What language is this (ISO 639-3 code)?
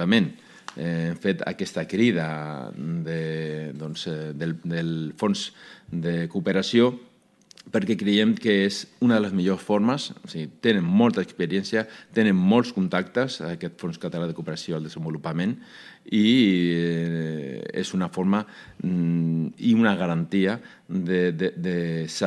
cat